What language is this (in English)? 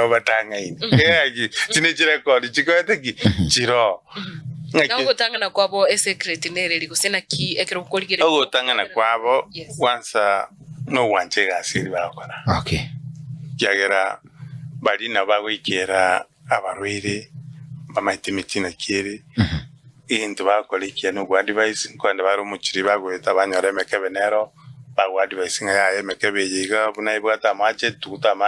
Gusii